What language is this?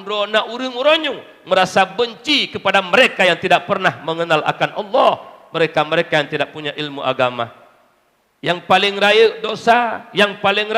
Achinese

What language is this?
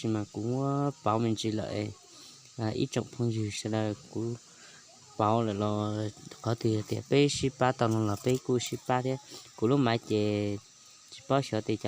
Hmong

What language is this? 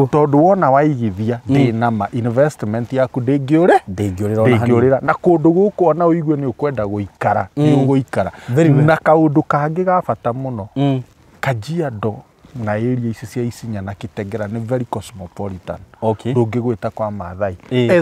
Kikuyu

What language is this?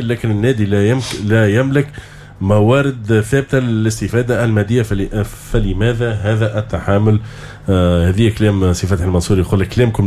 Tunisian Arabic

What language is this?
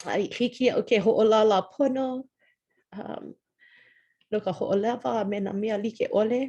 Hawaiian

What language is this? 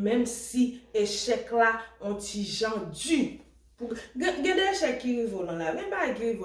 Haitian Creole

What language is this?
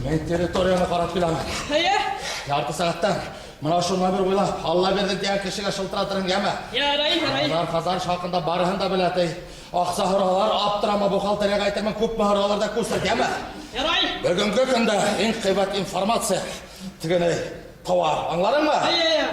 Bashkir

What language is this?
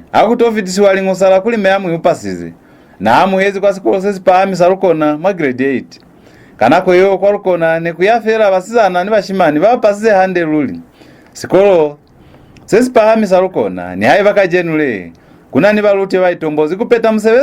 Lozi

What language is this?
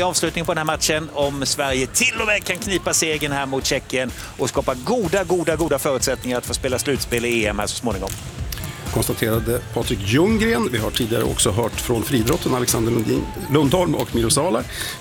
Swedish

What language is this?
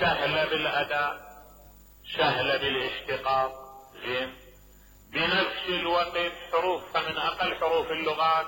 Mesopotamian Arabic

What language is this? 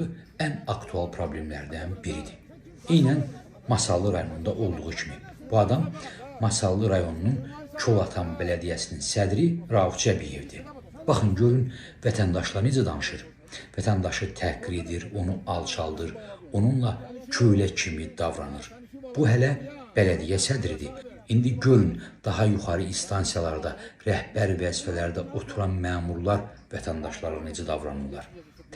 Azerbaijani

